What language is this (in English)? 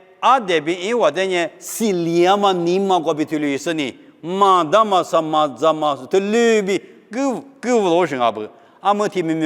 Lisu